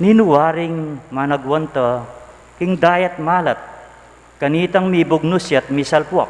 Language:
Pampanga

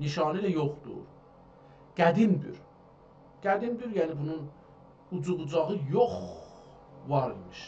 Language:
South Azerbaijani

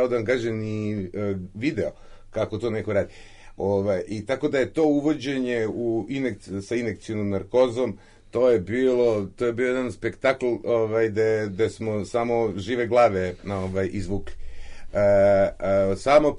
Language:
Serbian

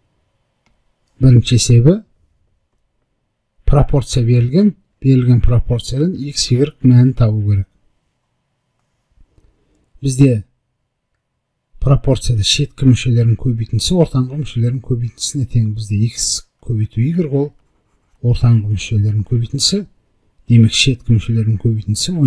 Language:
Kazakh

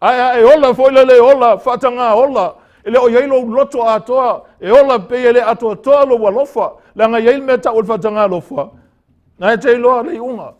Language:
Samoan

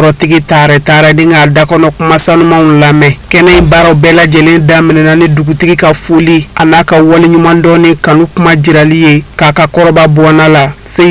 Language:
Bambara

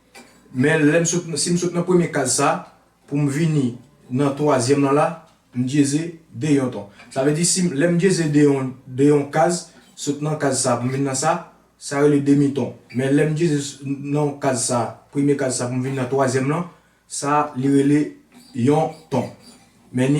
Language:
Haitian Creole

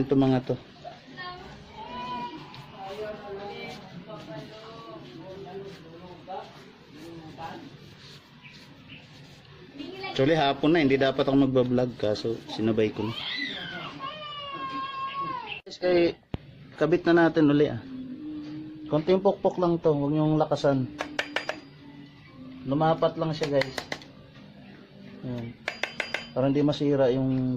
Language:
Filipino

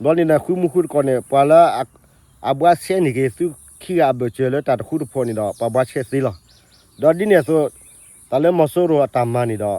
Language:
S'gaw Karen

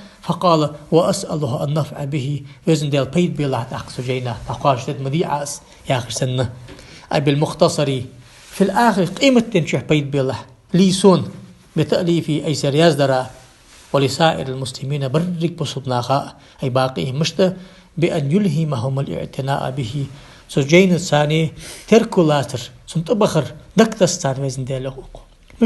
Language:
Ingush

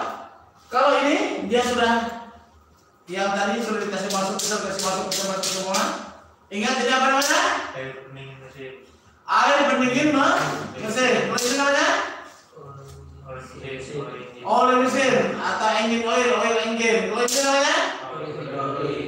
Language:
Indonesian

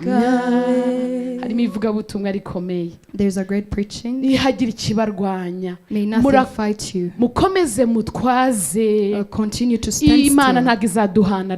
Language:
Kinyarwanda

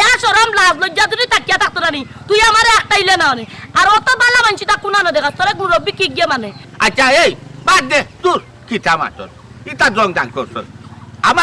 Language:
Sylheti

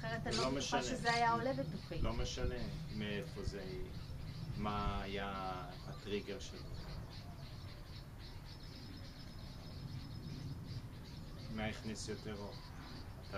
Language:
Hebrew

